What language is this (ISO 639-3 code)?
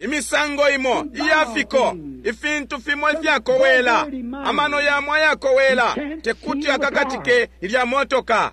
bem